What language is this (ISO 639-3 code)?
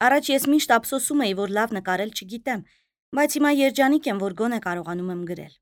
hye